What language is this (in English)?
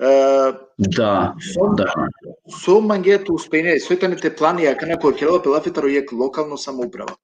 Balkan Romani